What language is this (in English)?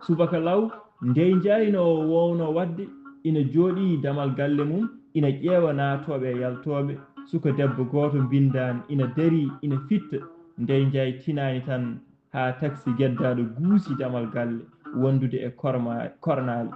Fula